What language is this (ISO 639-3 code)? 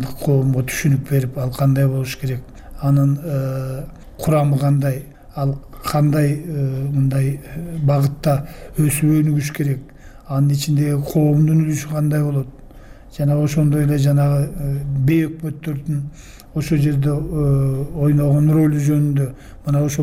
kir